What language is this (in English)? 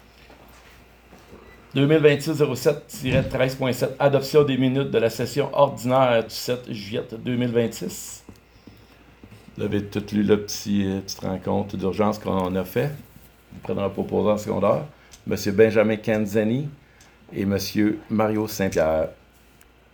French